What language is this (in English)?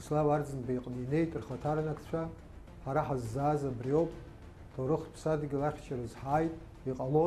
Abkhazian